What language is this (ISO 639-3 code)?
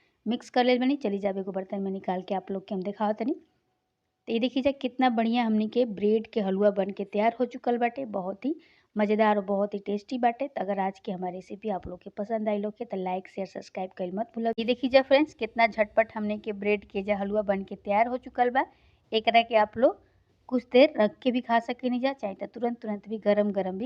bho